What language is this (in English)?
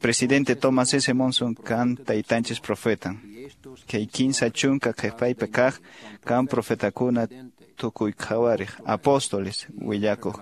Quechua